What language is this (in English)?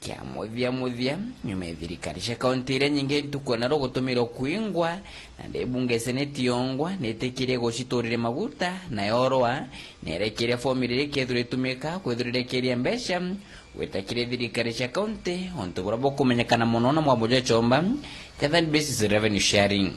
Meru